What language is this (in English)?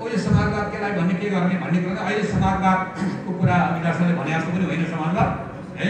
Nepali